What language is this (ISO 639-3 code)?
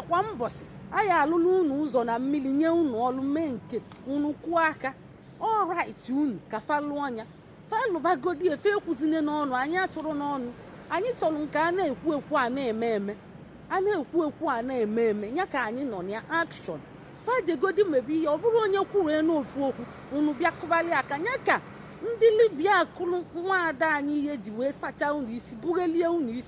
ibo